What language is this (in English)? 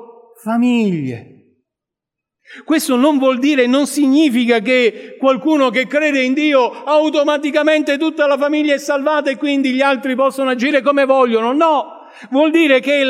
Italian